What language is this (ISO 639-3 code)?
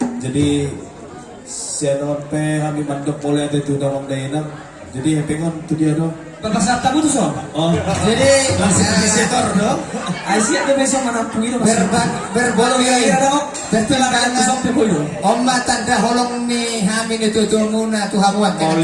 bbc